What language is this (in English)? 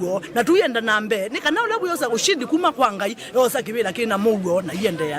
Kamba